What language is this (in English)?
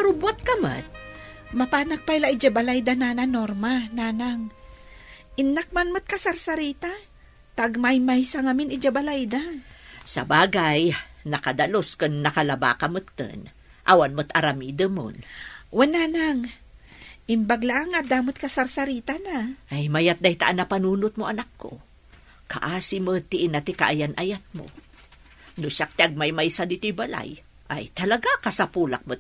Iloko